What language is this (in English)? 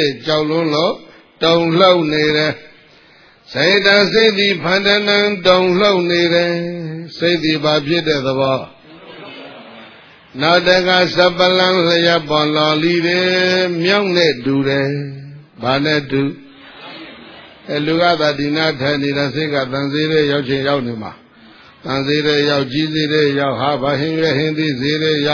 Burmese